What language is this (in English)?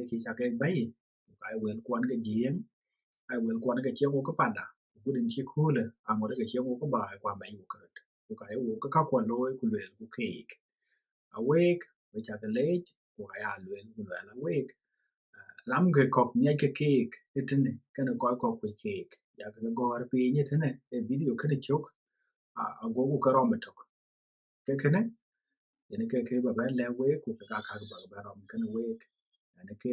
Dinka